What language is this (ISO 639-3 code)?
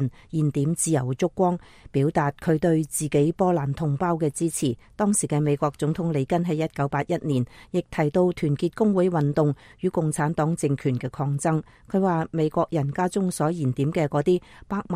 yue